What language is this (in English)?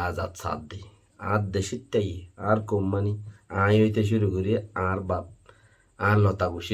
Rohingya